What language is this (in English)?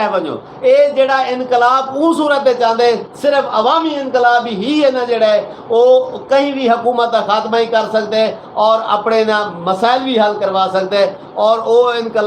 Saraiki